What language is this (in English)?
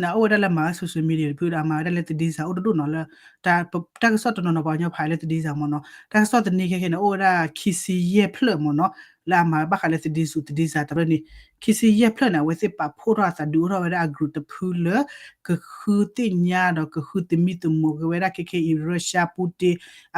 S'gaw Karen